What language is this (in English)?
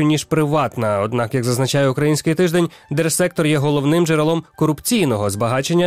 Ukrainian